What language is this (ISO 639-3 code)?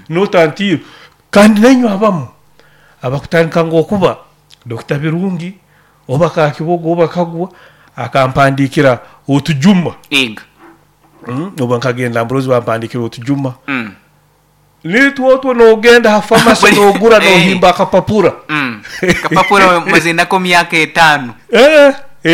nyo